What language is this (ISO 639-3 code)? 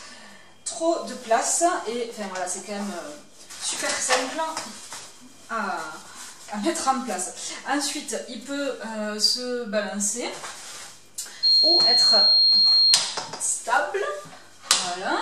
fra